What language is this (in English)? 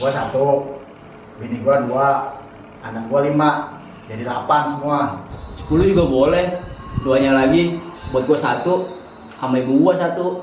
Betawi